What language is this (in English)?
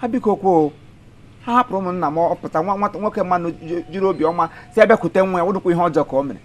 Igbo